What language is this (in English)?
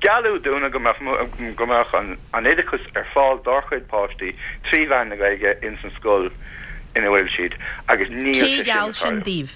Irish